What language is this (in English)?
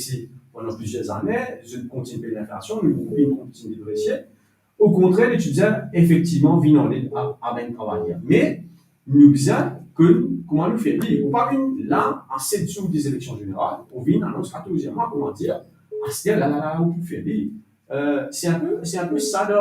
Morisyen